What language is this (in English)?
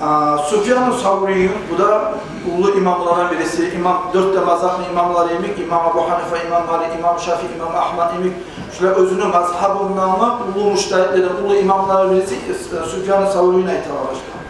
Kumyk